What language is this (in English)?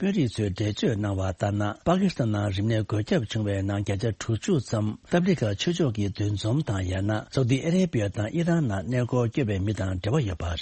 Tibetan